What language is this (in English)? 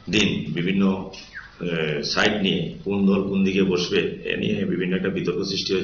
Bangla